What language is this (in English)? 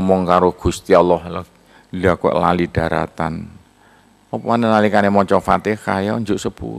Javanese